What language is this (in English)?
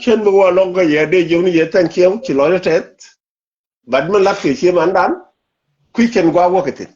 Nuer